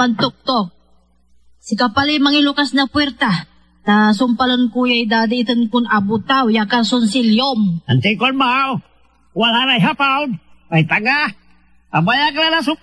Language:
Pangasinan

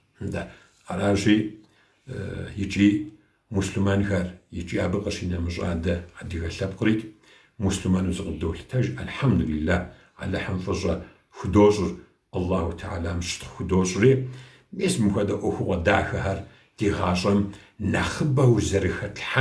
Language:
Kabardian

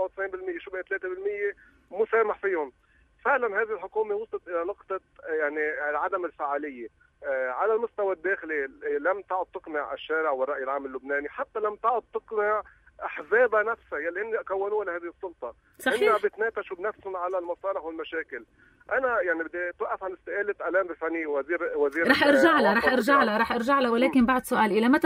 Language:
North Levantine Arabic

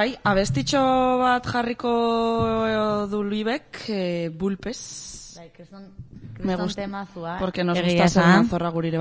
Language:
Basque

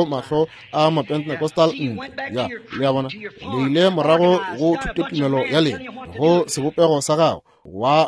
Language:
Northern Sotho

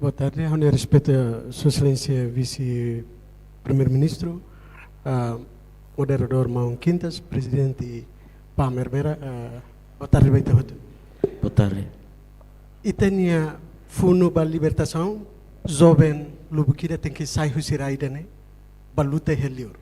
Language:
Tetum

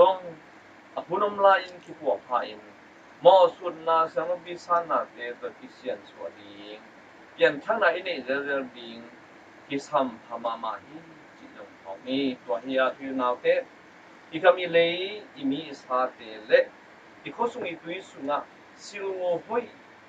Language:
Tedim Chin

